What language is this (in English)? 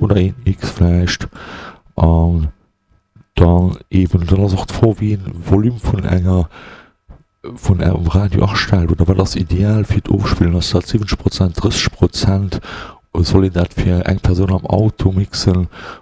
Luxembourgish